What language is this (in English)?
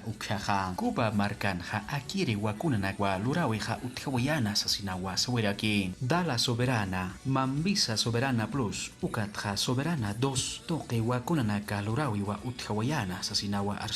Aymara